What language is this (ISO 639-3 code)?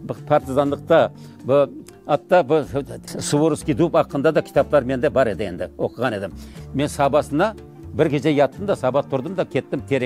crh